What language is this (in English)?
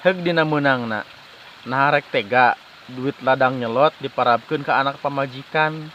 Sundanese